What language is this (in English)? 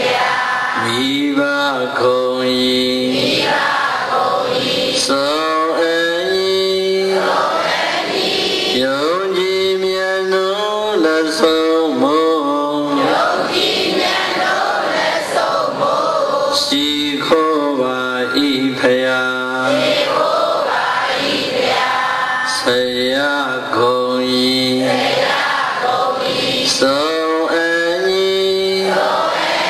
Burmese